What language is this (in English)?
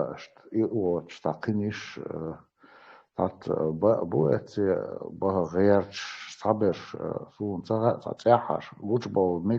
Chechen